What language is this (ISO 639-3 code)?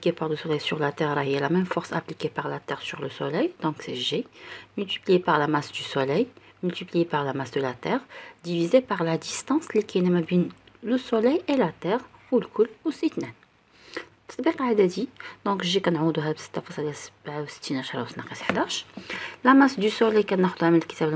ary